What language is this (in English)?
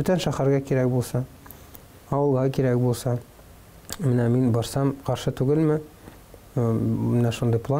Tatar